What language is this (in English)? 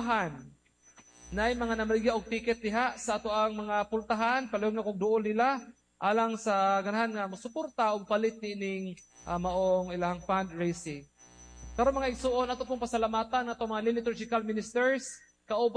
Cebuano